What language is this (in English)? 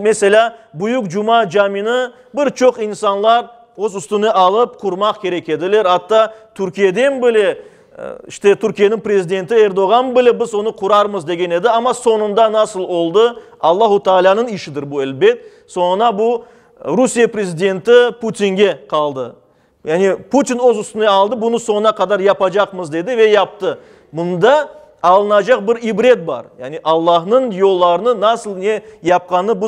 Crimean Tatar